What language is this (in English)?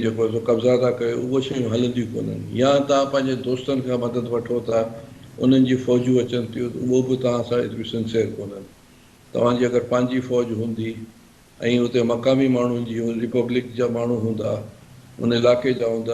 Sindhi